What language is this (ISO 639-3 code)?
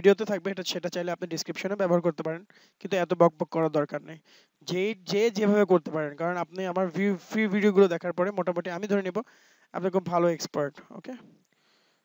ben